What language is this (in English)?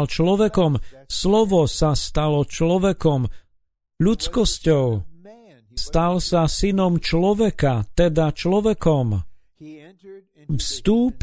Slovak